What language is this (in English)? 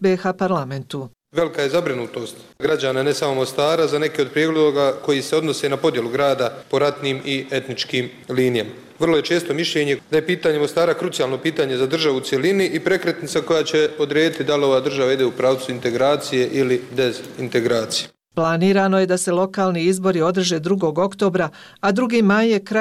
Bosnian